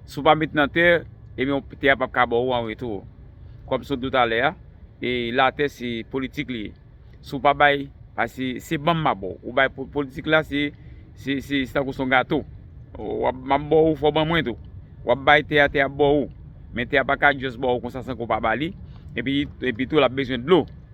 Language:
Haitian Creole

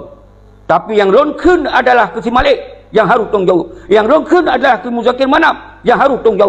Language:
Achinese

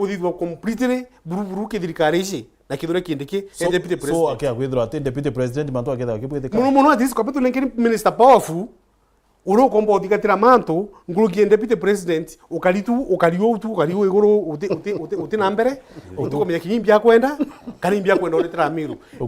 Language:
Meru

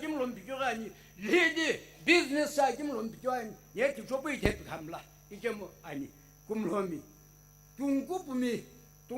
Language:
Sumi Naga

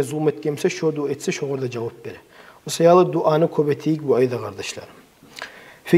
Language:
Kumyk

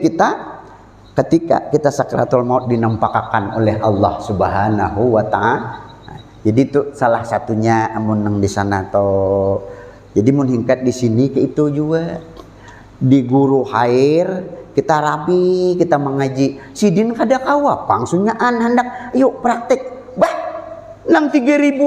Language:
Banjar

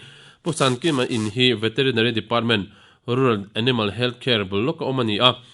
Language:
Mizo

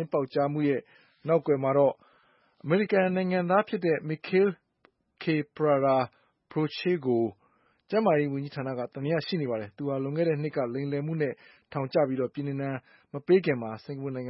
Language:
Burmese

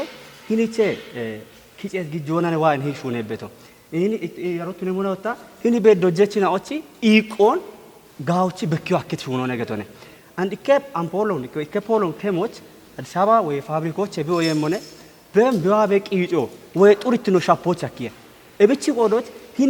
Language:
Kafa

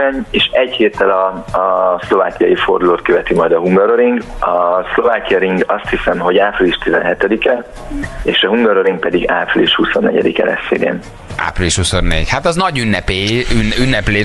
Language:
Hungarian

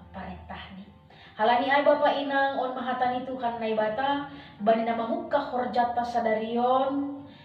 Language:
Batak Simalungun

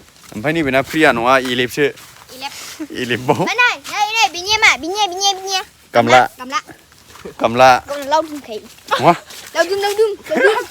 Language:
Bodo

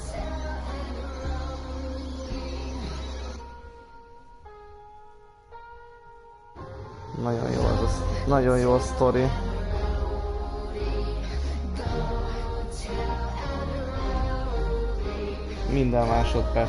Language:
Hungarian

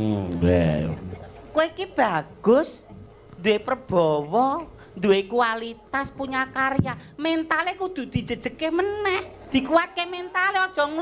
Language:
Javanese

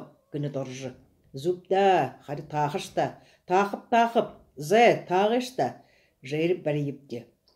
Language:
Buriat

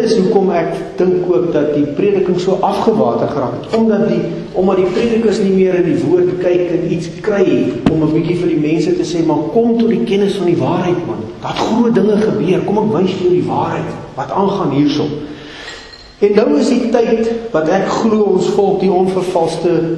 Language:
Afrikaans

